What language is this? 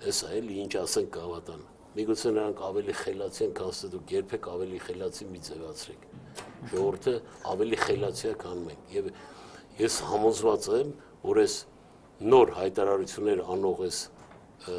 Armenian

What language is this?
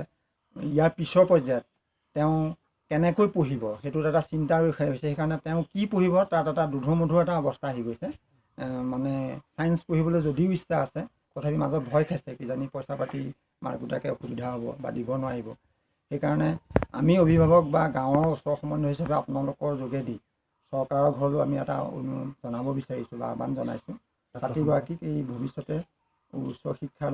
Assamese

